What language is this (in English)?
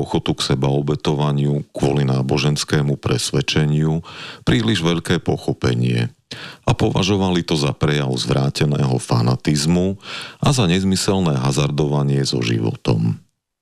Slovak